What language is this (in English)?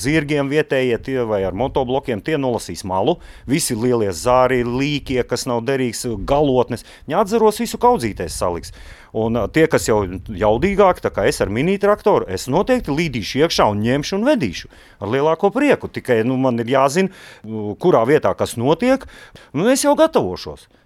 Latvian